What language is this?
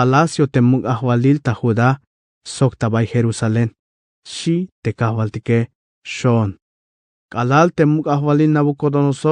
Tzeltal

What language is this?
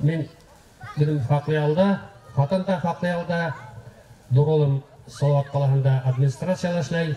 Bashkir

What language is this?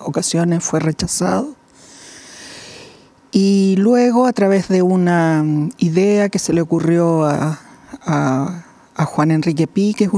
Spanish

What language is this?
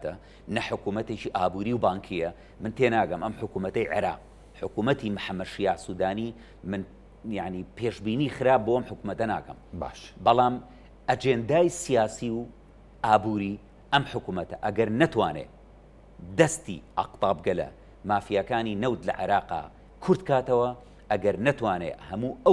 Central Kurdish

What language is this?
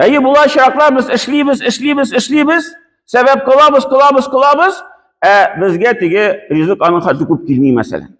Tatar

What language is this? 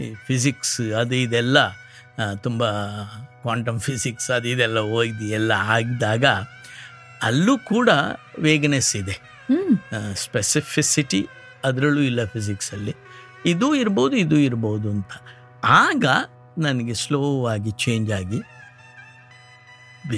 Kannada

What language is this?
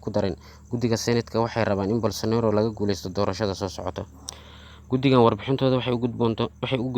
Somali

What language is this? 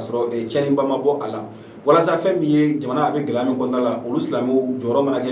Bambara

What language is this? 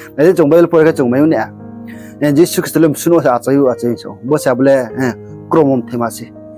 Riang (India)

